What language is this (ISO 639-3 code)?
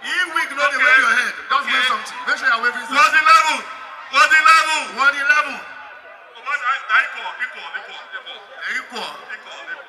pcm